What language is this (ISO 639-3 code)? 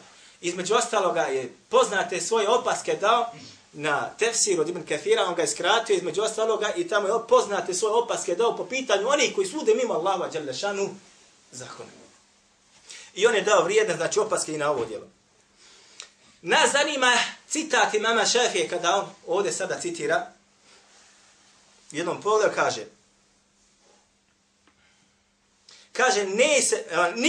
bos